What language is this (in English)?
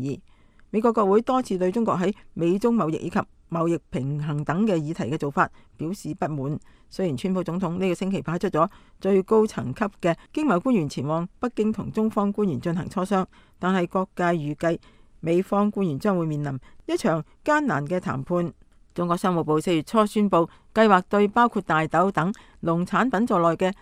Cantonese